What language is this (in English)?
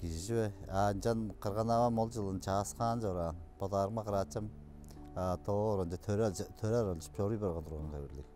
Tuvinian